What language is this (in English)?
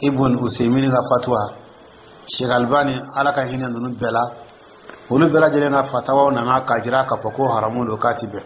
Dyula